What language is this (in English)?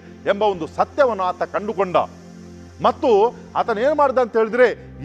Kannada